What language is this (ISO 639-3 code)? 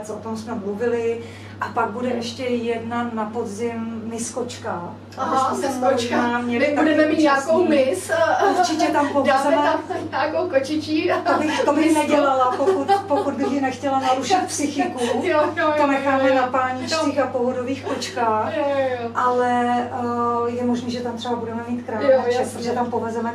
ces